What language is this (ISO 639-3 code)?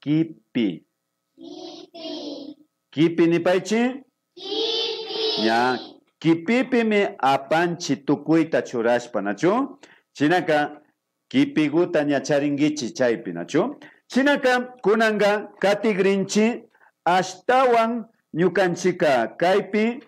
qvi